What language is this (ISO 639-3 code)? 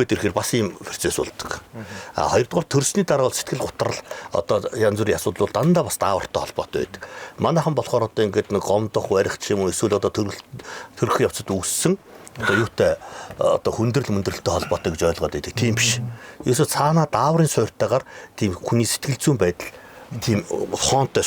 mon